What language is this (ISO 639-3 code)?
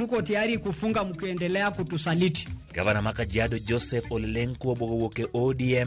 luo